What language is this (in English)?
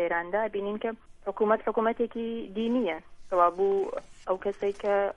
Central Kurdish